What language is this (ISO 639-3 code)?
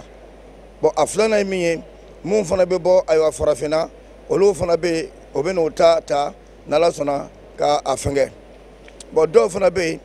bam